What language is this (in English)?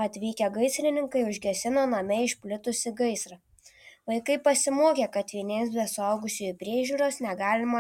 Lithuanian